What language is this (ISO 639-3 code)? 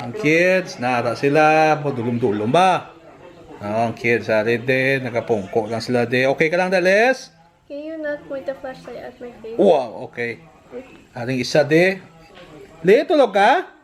hil